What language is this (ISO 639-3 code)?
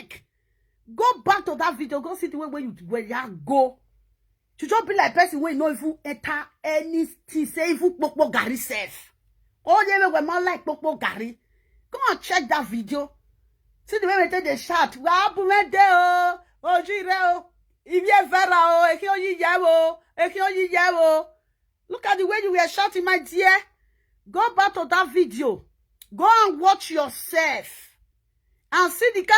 pcm